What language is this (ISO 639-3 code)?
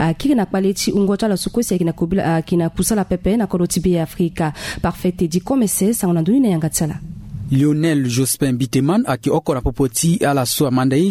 sag